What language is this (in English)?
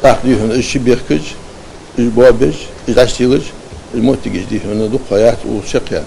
Ingush